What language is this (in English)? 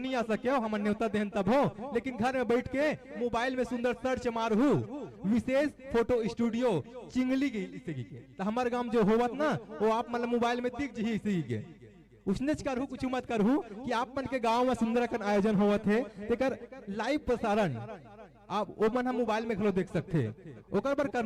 Chhattisgarhi